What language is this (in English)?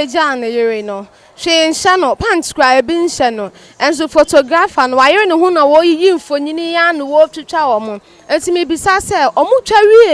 Akan